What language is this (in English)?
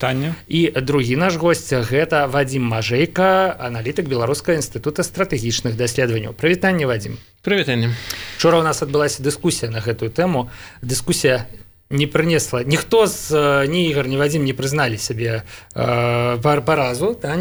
Belarusian